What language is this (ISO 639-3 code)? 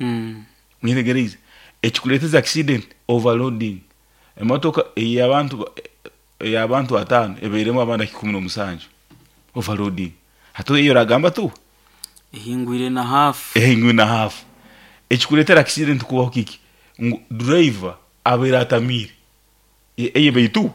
nyo